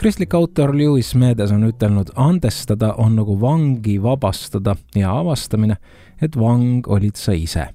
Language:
Estonian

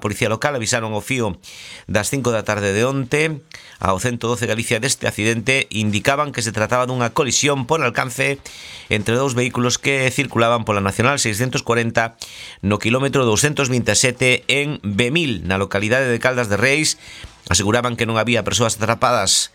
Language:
Galician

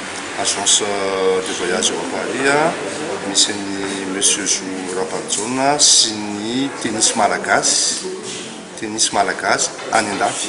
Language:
Malagasy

